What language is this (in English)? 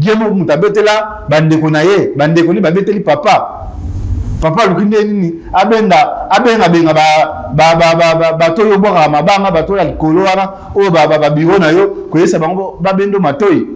Lingala